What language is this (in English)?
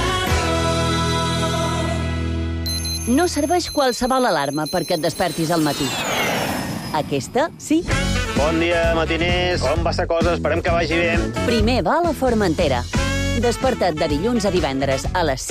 Catalan